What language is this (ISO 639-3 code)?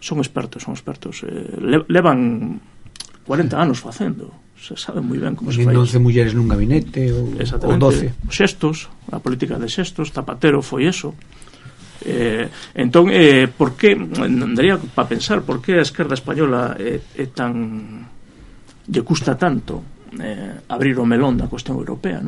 glg